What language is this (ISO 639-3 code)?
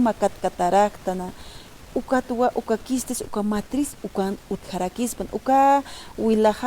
aym